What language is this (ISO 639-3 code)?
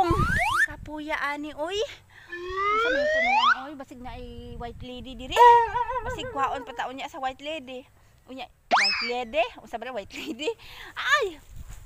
ceb